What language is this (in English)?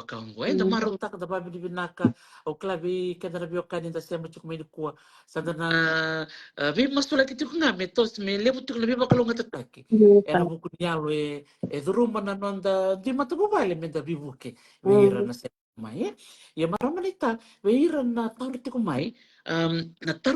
Fijian